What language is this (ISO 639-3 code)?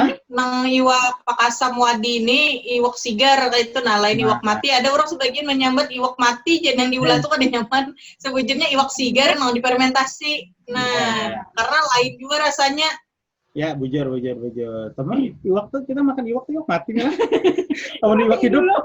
bjn